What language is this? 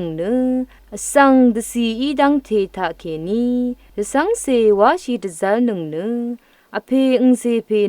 Rawang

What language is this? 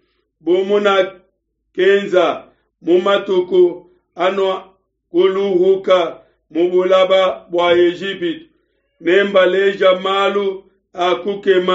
Luba-Lulua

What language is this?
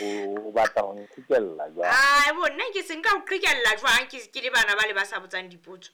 Southern Sotho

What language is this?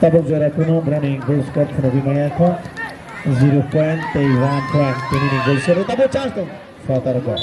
Kok Borok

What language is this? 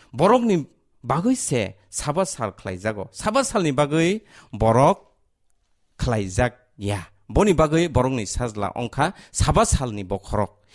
Kok Borok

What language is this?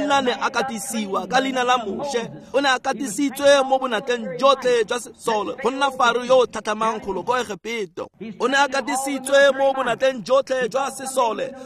Tswana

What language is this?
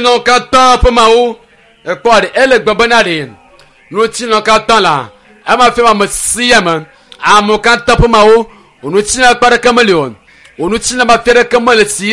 Ewe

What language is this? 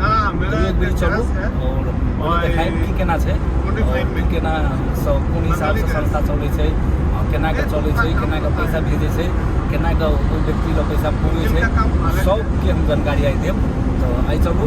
Maithili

